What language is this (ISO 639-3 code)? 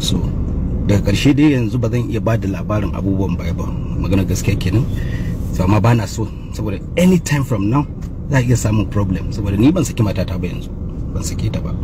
hau